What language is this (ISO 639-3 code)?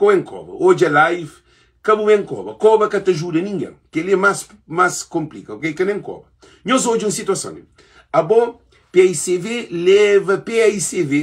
kea